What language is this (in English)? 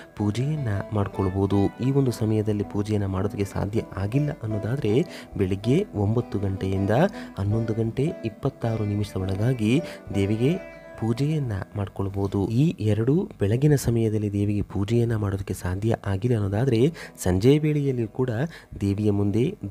Kannada